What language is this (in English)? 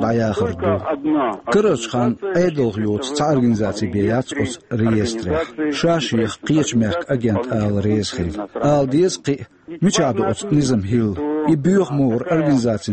Chechen